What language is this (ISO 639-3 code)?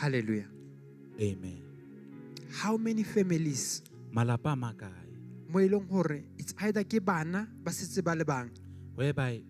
sot